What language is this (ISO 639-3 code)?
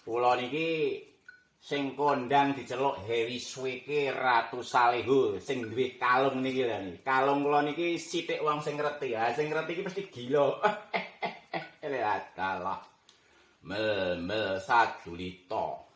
jav